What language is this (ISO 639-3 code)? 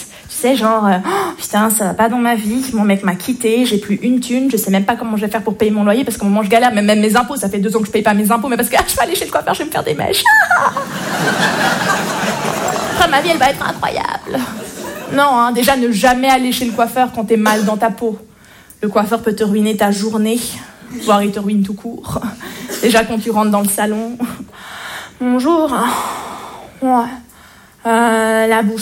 fra